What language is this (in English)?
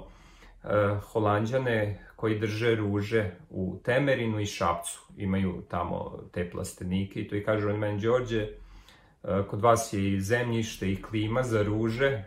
Serbian